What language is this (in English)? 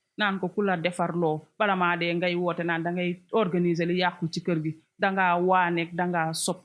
Wolof